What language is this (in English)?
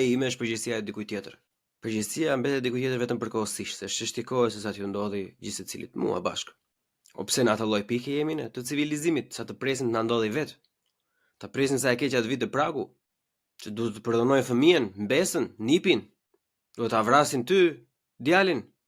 Albanian